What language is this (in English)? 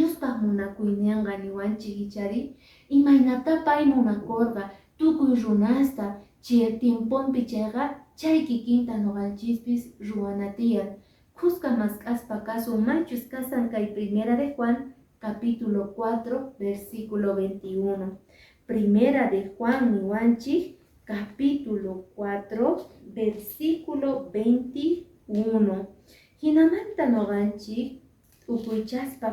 Quechua